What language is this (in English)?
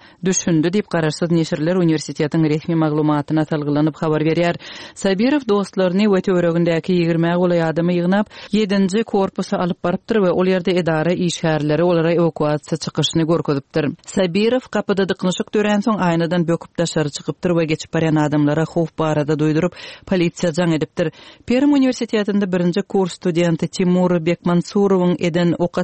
Turkmen